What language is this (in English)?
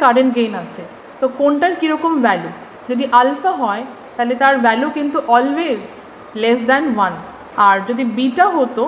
Bangla